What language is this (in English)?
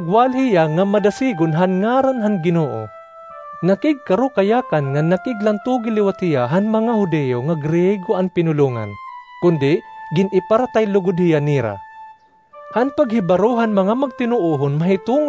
Waray